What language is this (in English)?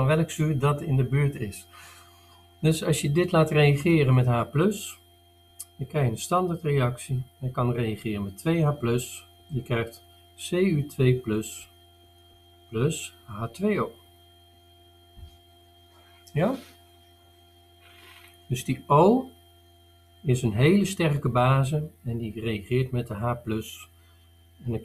Dutch